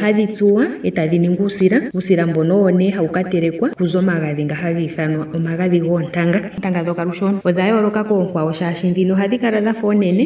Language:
Ndonga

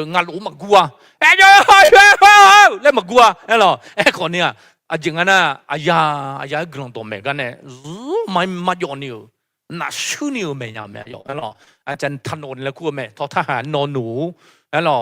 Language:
Akha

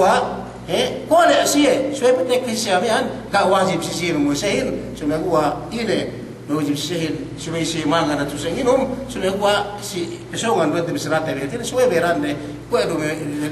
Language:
Yakan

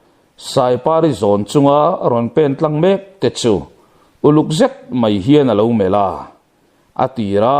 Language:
Mizo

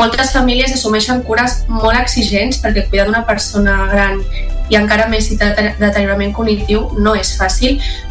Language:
Catalan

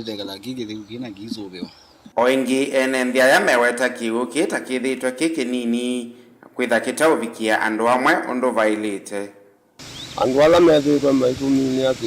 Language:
Kamba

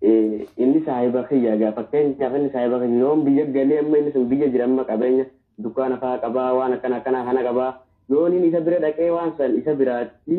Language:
Oromo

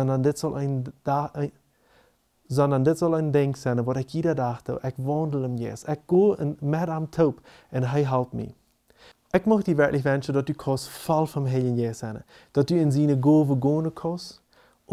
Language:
Plautdietsch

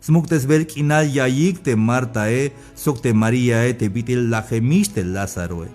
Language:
Tzeltal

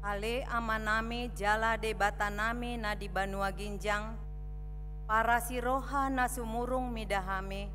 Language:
Batak Toba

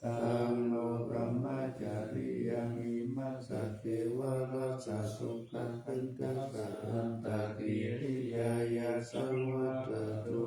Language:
Pali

